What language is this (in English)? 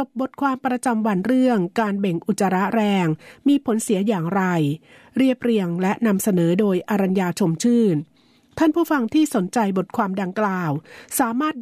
Thai